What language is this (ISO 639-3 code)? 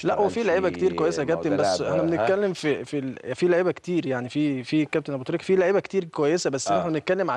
arz